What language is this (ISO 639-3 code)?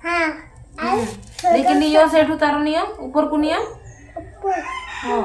sat